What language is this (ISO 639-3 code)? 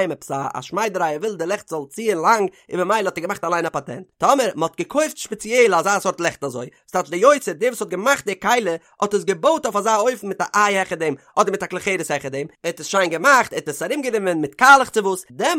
yid